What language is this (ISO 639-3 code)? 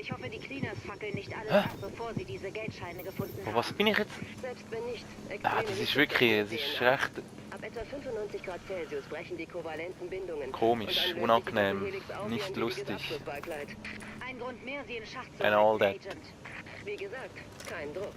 gsw